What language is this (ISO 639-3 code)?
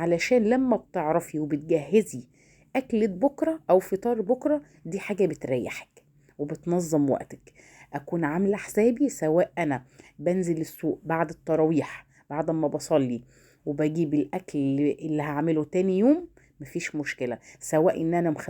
arz